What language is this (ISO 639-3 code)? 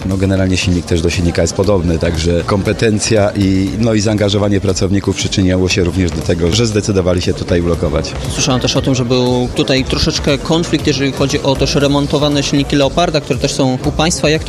pol